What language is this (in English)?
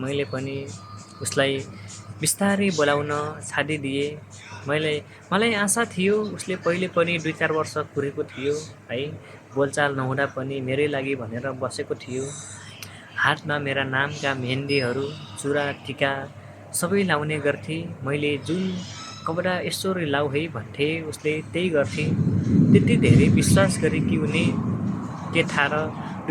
Nepali